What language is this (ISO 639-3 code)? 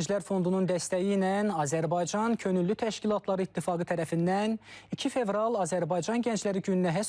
aze